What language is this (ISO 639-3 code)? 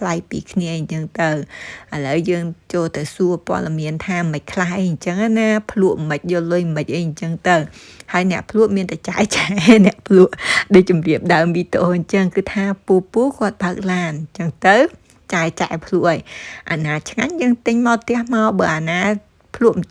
khm